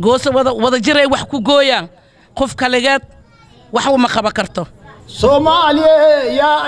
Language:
Somali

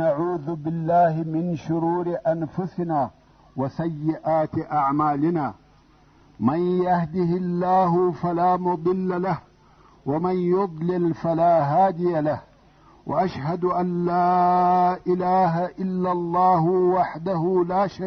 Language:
Pashto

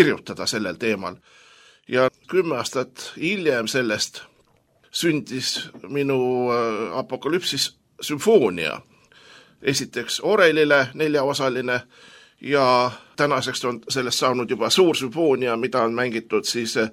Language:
Estonian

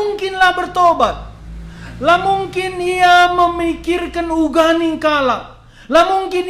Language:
Batak Karo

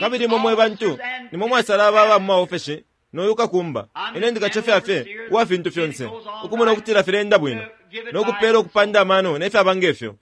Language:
Bemba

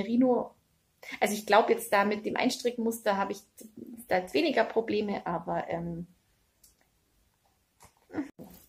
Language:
German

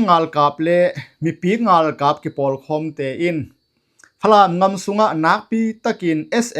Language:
Tedim Chin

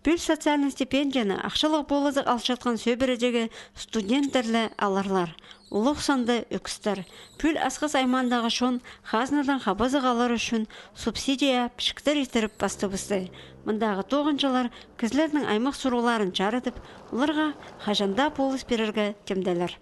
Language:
Khakas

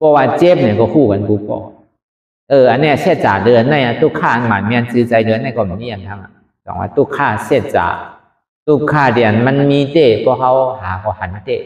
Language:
Shan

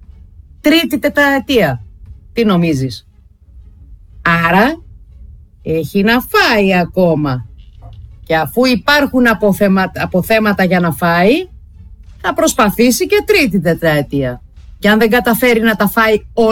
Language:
Greek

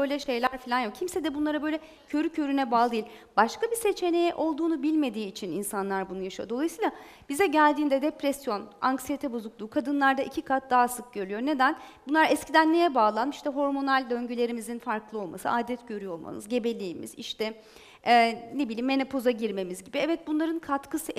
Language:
Turkish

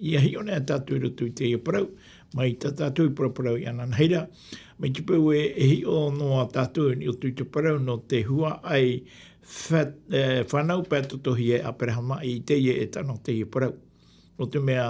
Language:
Tahitian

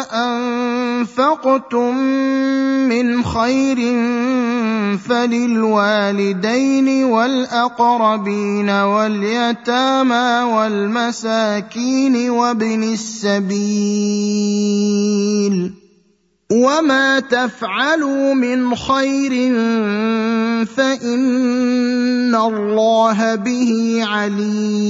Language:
Arabic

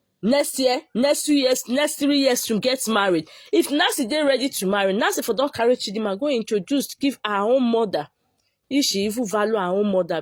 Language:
Nigerian Pidgin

